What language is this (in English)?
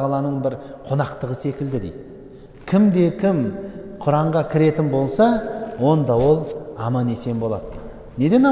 Kazakh